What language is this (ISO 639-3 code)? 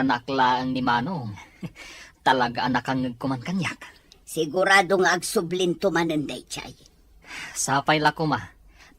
ilo